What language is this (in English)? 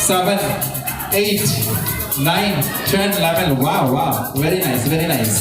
Konkani